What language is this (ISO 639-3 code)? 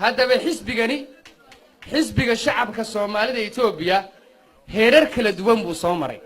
som